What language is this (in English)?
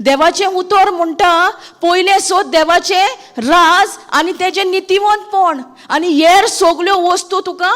Konkani